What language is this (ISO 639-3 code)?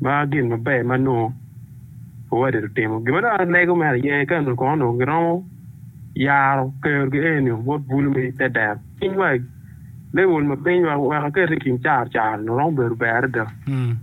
ach